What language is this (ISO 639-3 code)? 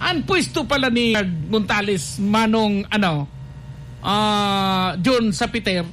bik